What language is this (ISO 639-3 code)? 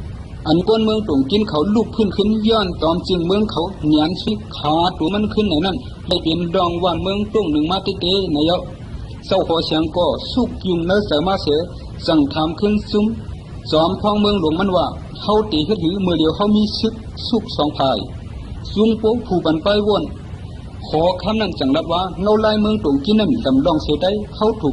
shn